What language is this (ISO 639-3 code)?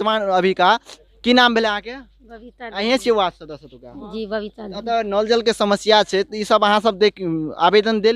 mai